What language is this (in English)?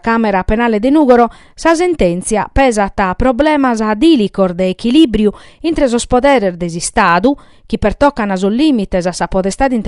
Sardinian